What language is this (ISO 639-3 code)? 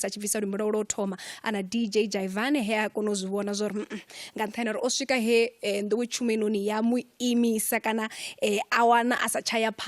ven